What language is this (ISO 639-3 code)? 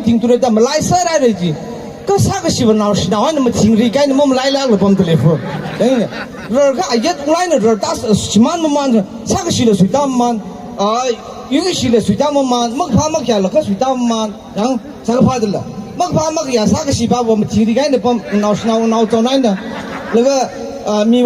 nmf